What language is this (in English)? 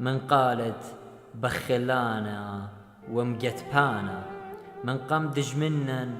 Assyrian Neo-Aramaic